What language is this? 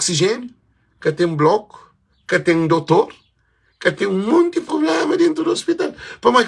Kabuverdianu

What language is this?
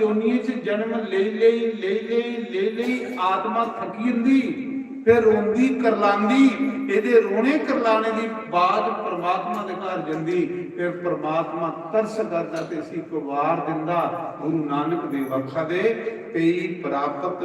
Dogri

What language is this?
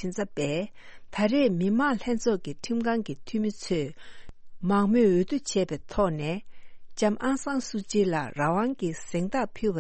Tibetan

